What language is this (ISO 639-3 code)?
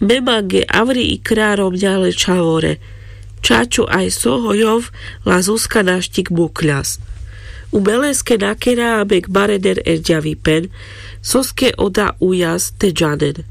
rmc